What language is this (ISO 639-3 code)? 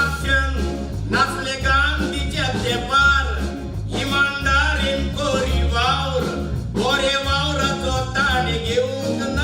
kok